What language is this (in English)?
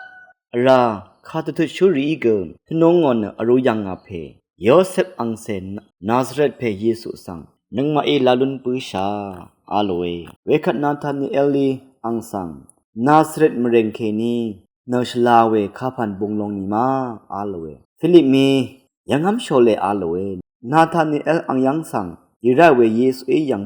Rawang